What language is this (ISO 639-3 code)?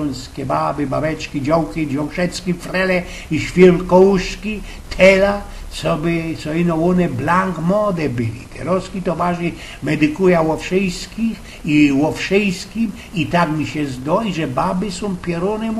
szl